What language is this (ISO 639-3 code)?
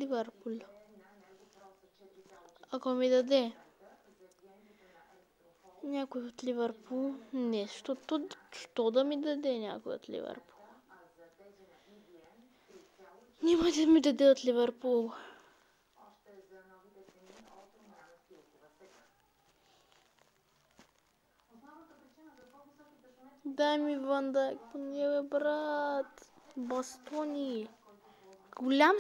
bul